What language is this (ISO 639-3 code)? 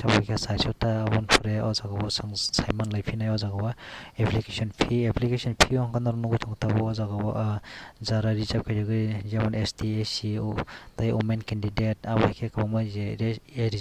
trp